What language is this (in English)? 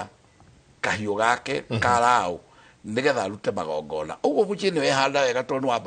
Kikuyu